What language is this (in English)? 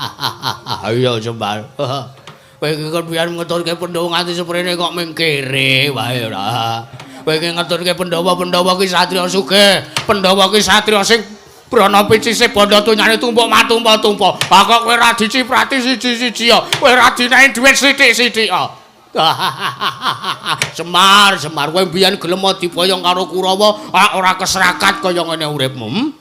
Javanese